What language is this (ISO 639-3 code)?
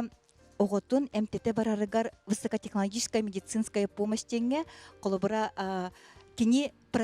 sah